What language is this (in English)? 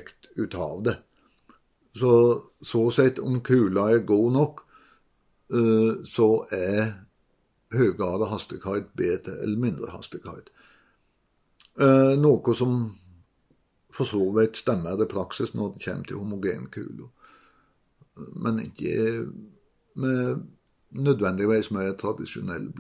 Norwegian